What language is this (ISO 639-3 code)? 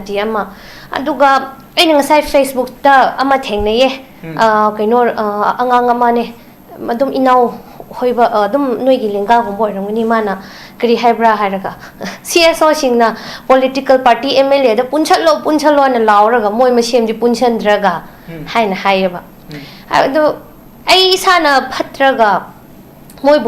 mni